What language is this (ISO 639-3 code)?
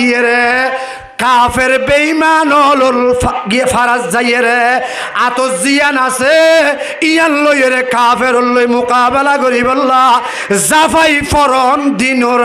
rhg